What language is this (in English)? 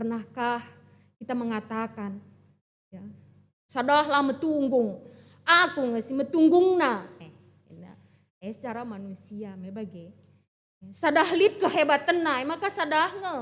Batak Karo